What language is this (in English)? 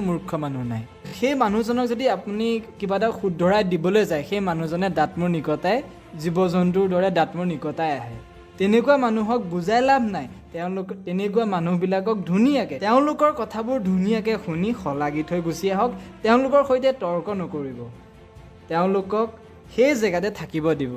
Assamese